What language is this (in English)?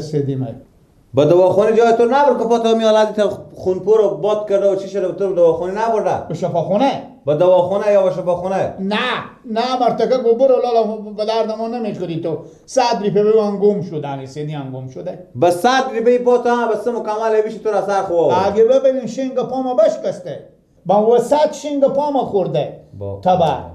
Persian